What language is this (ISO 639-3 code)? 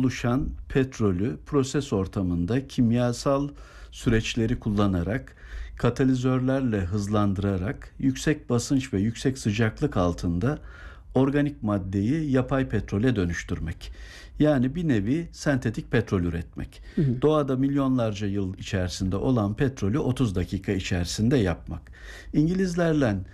tur